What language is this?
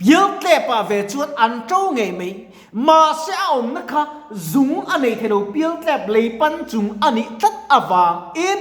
Mizo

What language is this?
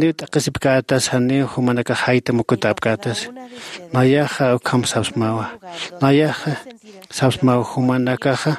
Aymara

